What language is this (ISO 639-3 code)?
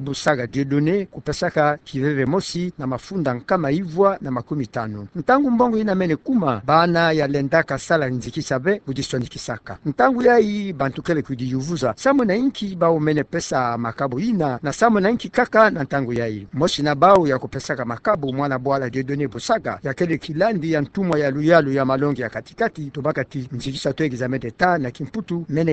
ktu